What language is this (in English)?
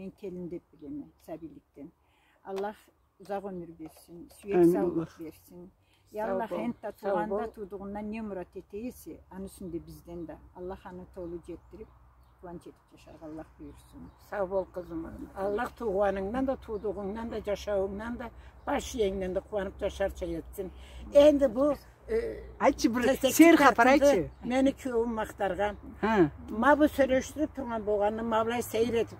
Karachay-Balkar